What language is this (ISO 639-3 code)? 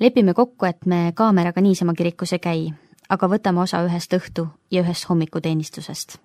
est